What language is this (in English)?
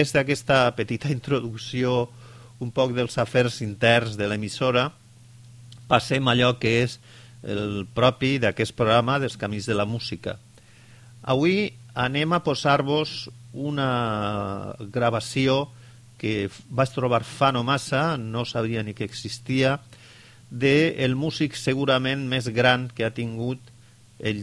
Catalan